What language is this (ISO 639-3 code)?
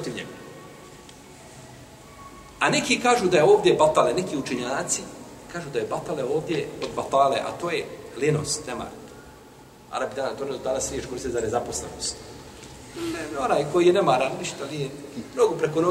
bos